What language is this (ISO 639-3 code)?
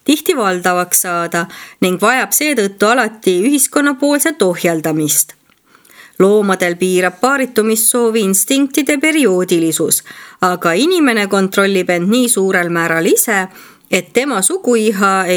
est